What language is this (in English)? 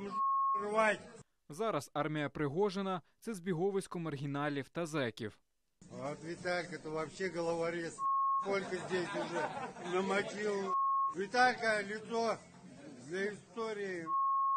Ukrainian